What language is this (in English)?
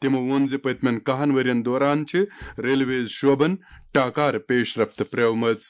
Kashmiri